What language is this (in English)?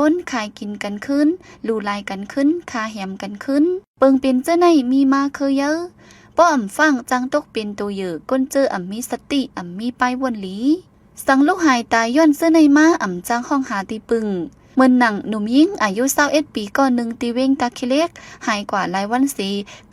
Shan